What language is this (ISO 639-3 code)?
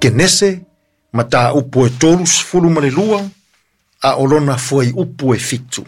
smo